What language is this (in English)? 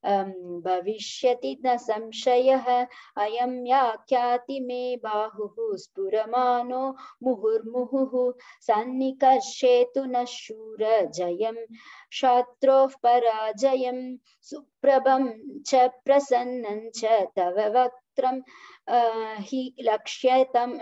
Sanskrit